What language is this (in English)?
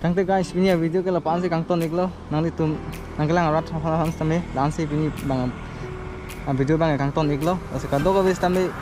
Karbi